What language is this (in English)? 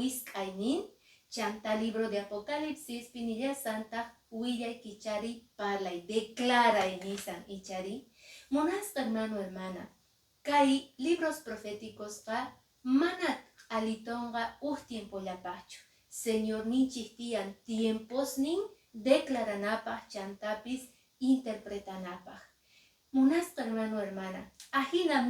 Quechua